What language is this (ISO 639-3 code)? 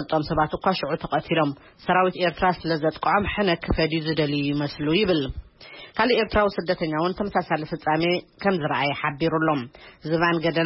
tir